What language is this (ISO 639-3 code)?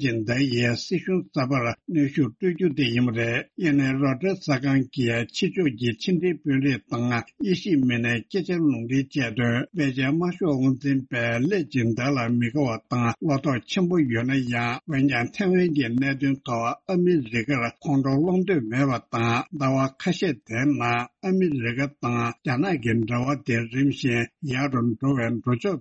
bod